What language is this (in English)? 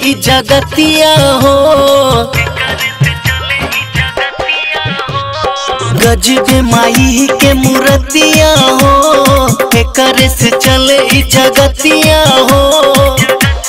Bhojpuri